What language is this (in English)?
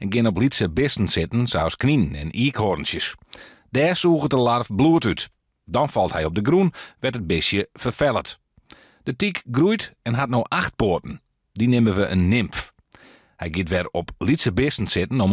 Western Frisian